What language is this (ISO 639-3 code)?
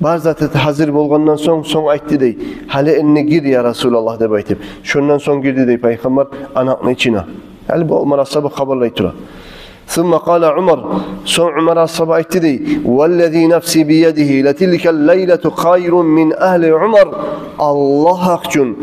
kum